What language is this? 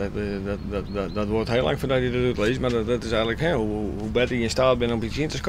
Western Frisian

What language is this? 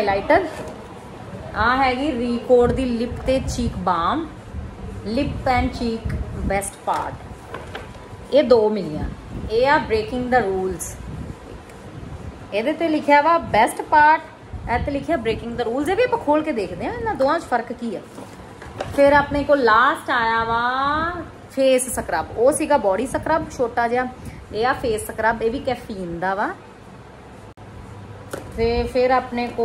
Punjabi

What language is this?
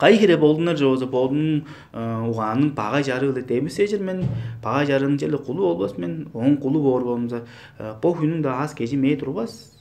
Tuvinian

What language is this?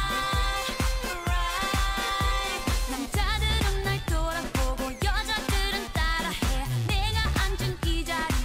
Korean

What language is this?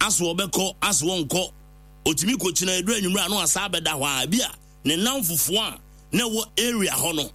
Akan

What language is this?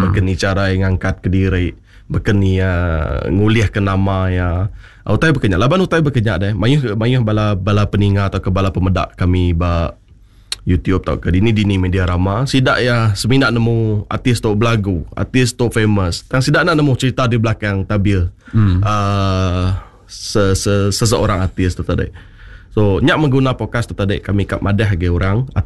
Iban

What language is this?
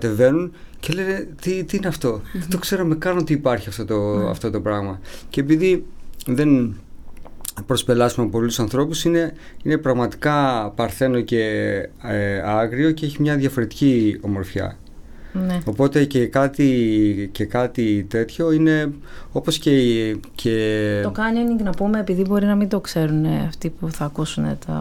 Greek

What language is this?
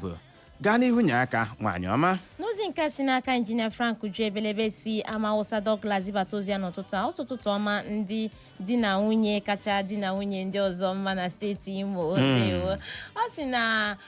Igbo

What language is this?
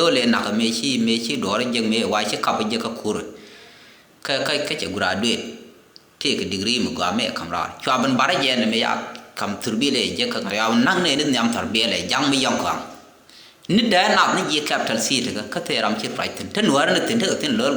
Nuer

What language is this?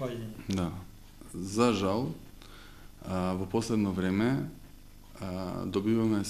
Macedonian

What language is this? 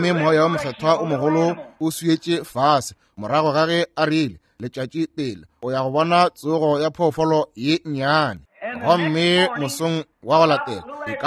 Northern Sotho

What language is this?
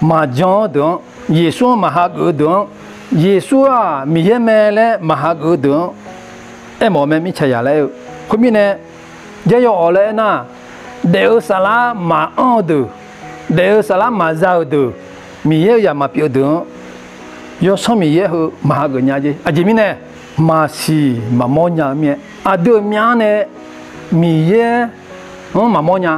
Akha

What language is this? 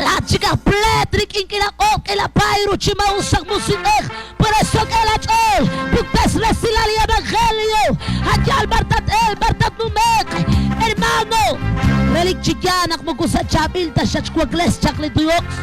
Kekchí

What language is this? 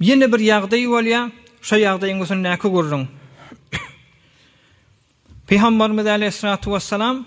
Turkmen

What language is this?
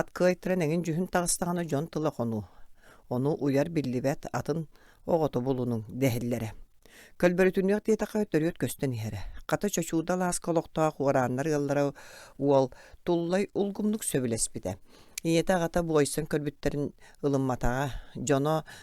Yakut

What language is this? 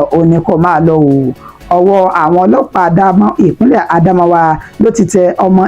Yoruba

